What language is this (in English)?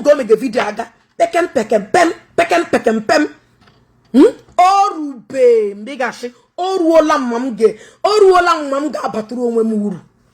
Igbo